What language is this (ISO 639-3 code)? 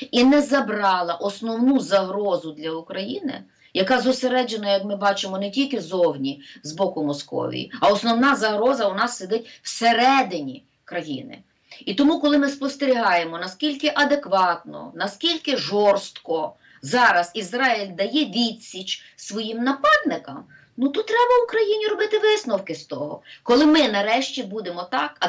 ukr